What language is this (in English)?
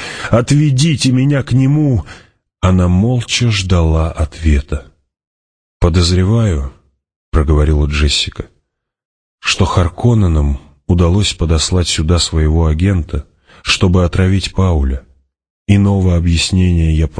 Russian